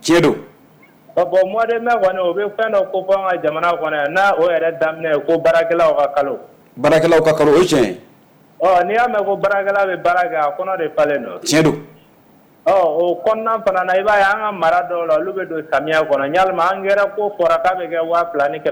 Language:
Bambara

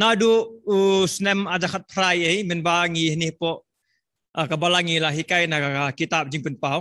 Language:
Khasi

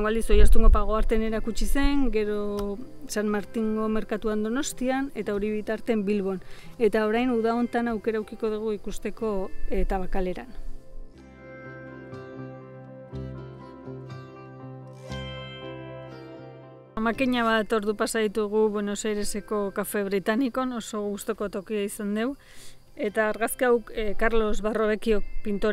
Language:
Basque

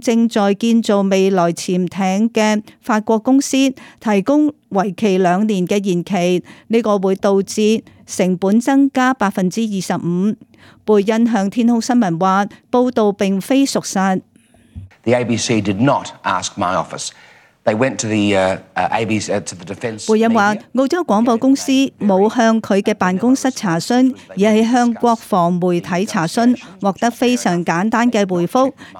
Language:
Cantonese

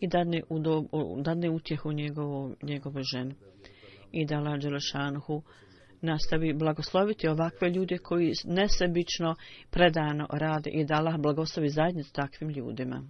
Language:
Bosnian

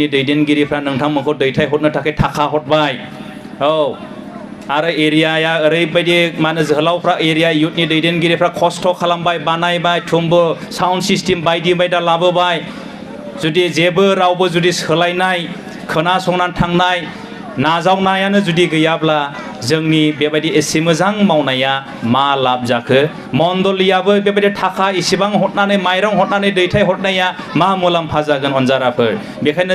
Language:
Bodo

